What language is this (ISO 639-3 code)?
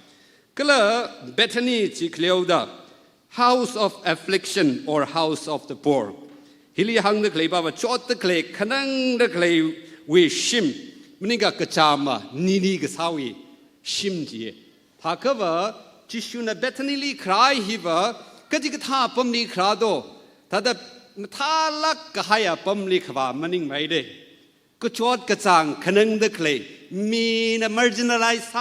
nmf